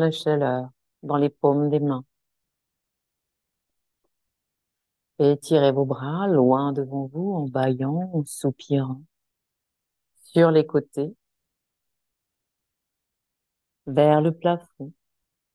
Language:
French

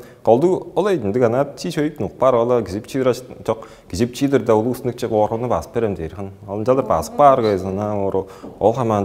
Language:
Tuvinian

